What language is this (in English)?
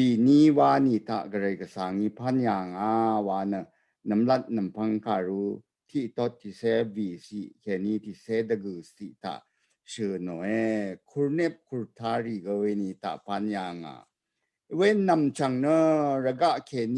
Rawang